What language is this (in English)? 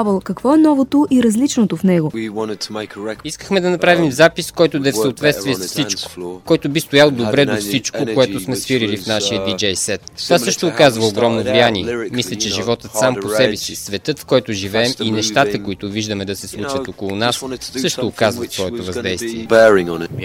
Bulgarian